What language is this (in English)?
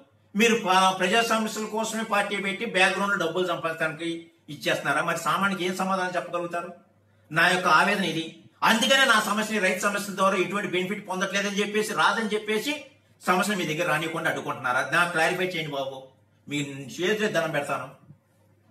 Telugu